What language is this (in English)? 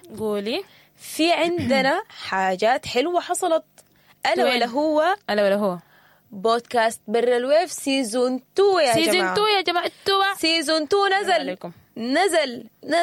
Sudanese Arabic